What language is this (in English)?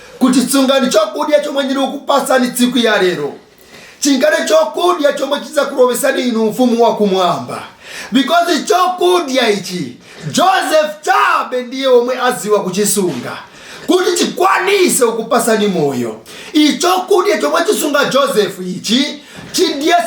Nyanja